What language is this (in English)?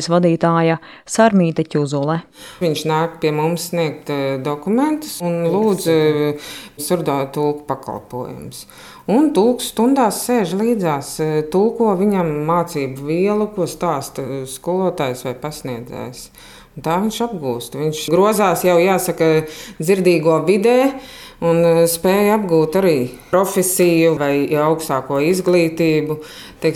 Latvian